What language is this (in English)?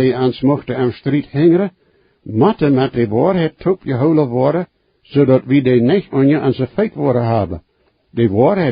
Plautdietsch